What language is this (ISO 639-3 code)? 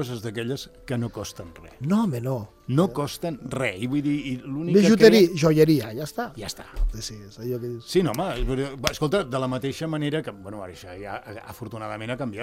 cat